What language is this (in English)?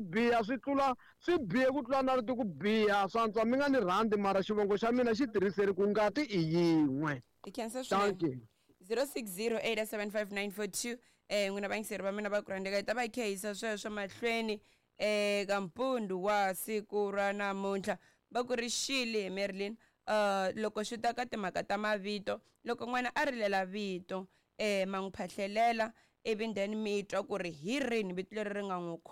Tsonga